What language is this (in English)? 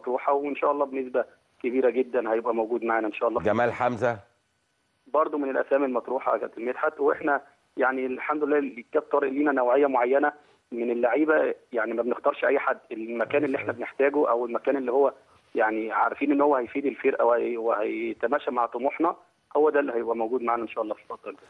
Egyptian Arabic